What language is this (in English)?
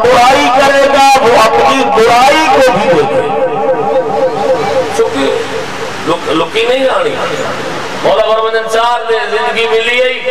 Urdu